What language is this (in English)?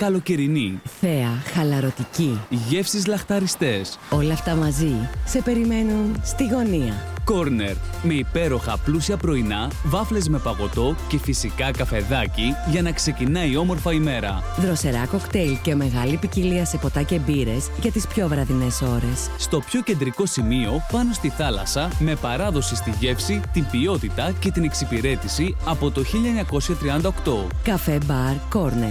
Greek